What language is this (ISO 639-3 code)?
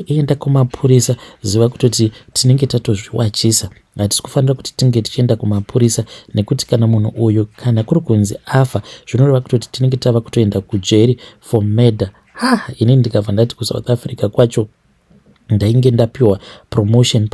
sna